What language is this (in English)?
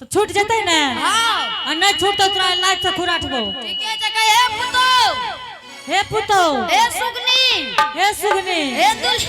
Angika